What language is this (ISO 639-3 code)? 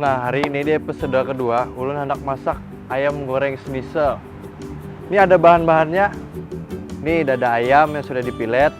bjn